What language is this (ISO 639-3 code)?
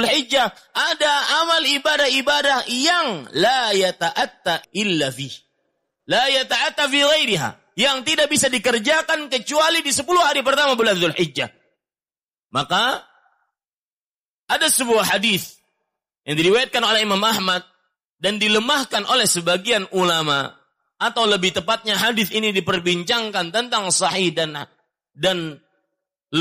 ind